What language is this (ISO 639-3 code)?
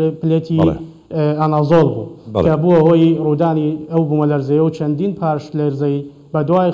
ckb